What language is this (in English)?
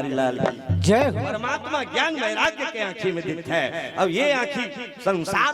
Chhattisgarhi